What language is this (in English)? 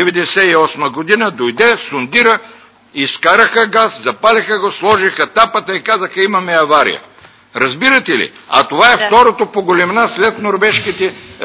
Bulgarian